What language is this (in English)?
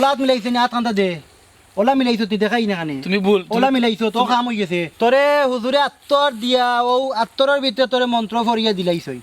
Sylheti